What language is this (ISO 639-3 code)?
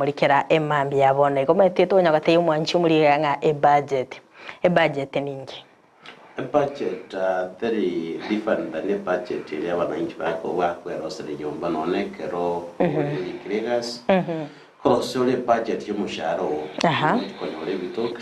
guz